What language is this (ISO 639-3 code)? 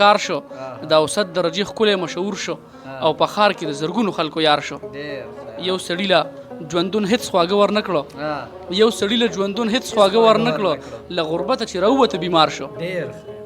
pus